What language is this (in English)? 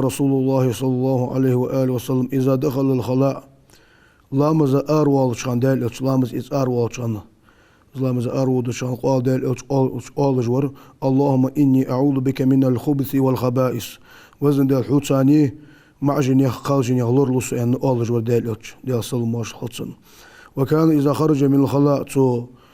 Ingush